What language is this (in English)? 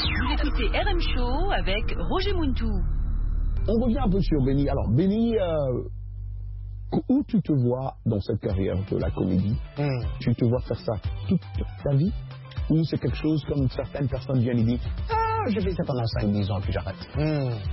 French